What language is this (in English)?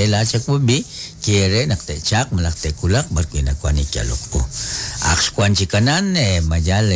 Kekchí